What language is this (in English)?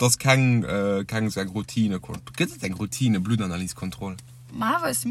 Luxembourgish